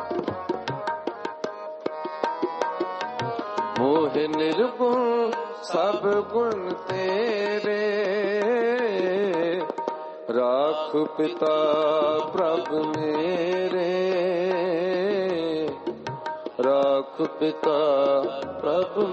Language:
Punjabi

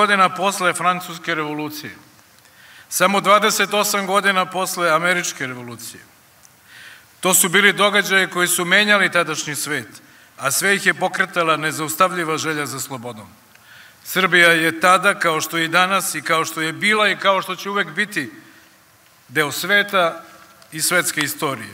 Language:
Serbian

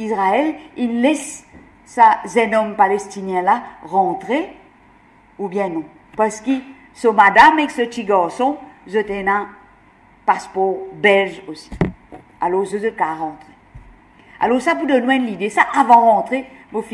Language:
Morisyen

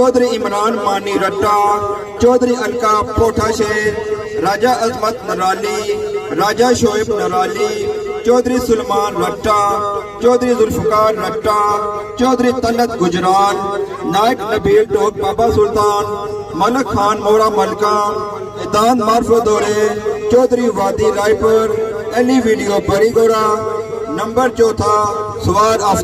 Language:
Pahari-Potwari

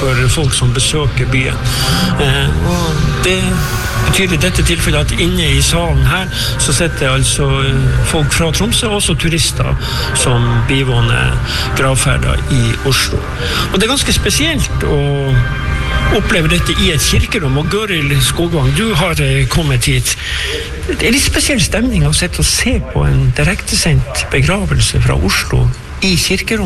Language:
Norwegian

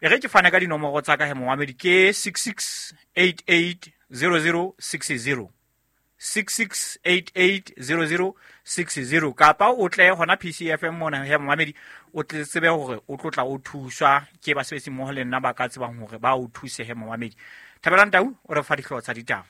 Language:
Southern Sotho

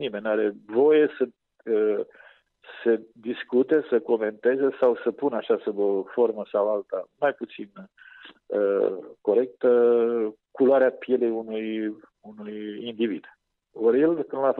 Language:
Romanian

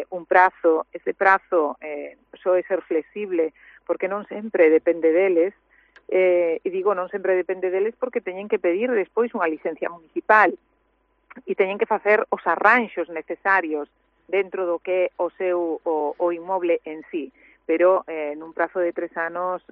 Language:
Galician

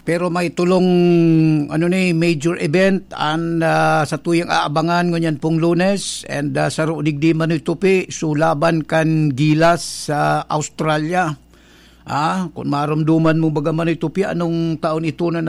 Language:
Bikol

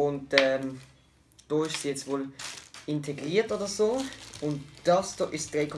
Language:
Swiss German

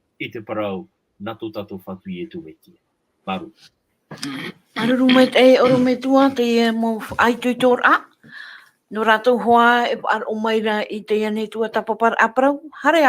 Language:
Tahitian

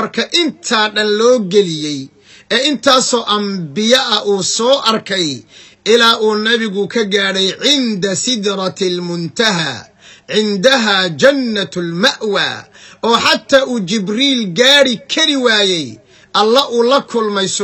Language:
Somali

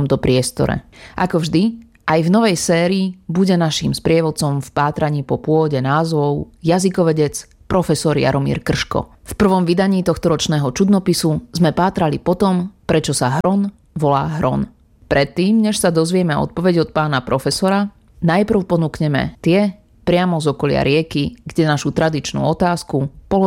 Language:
Slovak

